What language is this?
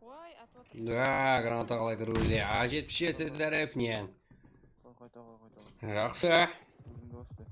Kara-Kalpak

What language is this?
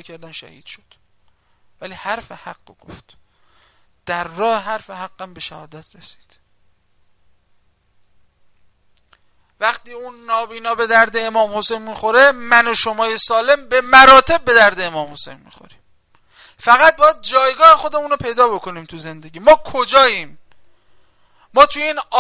Persian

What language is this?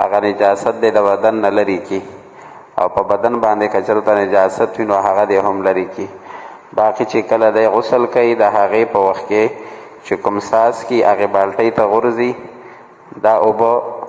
Pashto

